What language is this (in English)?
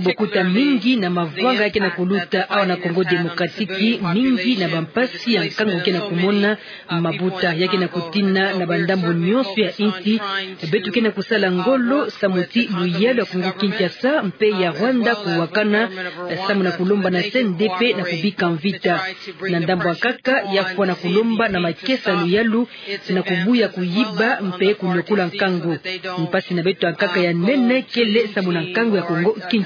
Kituba (Democratic Republic of Congo)